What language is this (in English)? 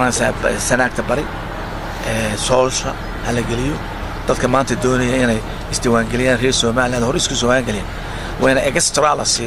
Somali